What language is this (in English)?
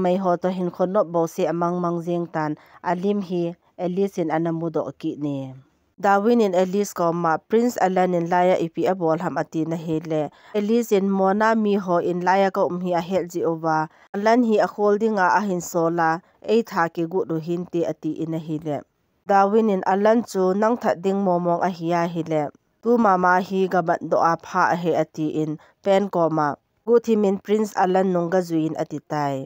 Thado Chin